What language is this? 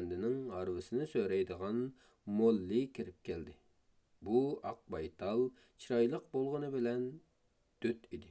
Uyghur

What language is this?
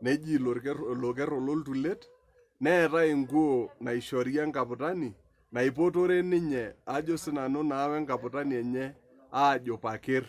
Masai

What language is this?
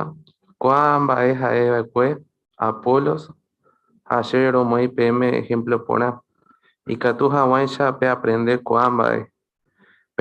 Guarani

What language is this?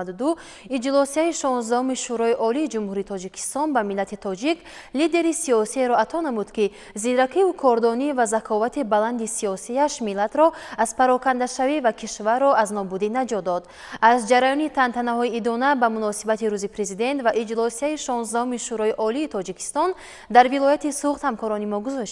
Tajik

